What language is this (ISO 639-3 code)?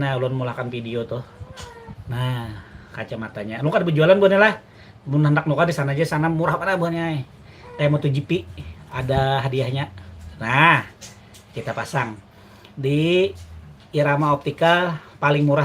bjn